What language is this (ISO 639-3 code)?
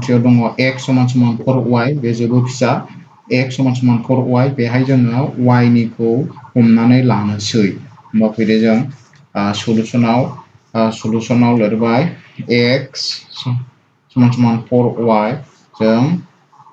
brx